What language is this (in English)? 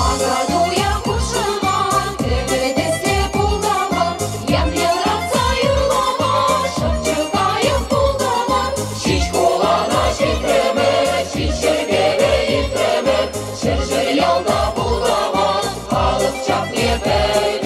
Chuvash